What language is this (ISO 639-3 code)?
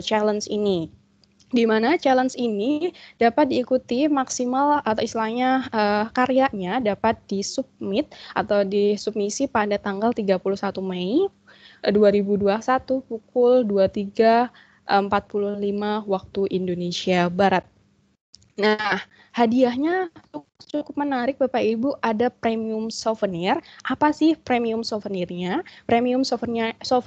ind